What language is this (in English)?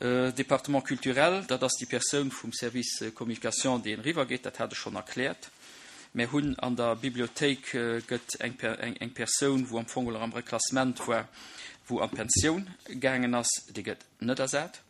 Luxembourgish